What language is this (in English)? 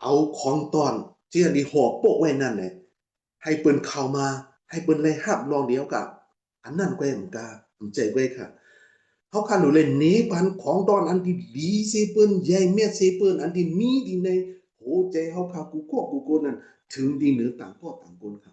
Shan